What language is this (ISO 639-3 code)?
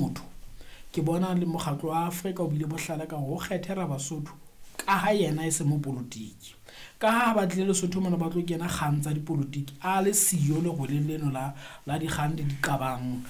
sot